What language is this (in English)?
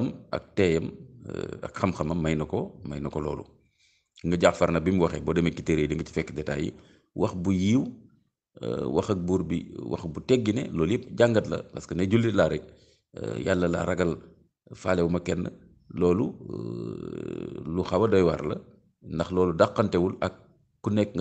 Wolof